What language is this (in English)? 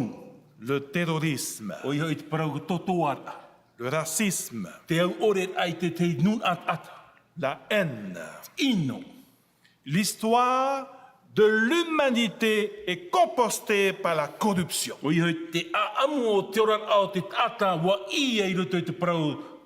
Tahitian